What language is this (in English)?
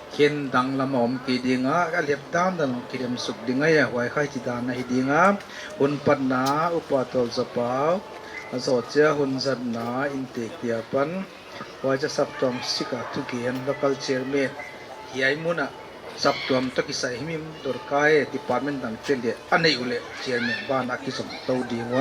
Paite Chin